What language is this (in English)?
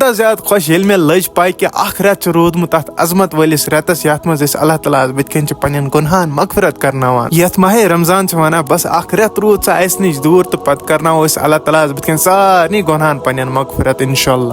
Kashmiri